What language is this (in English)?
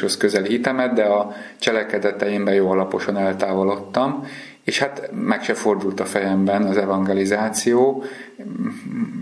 Hungarian